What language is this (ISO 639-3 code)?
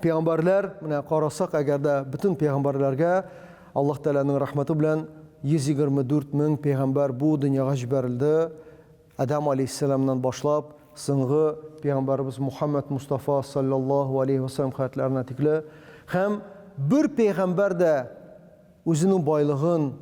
tat